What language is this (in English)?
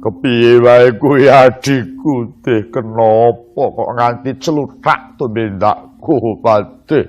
Javanese